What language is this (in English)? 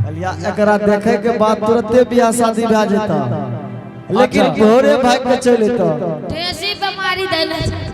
Angika